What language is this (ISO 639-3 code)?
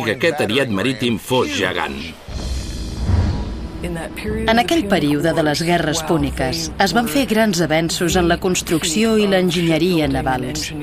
cat